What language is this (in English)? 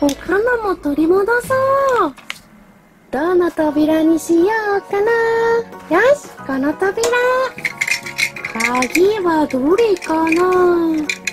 Japanese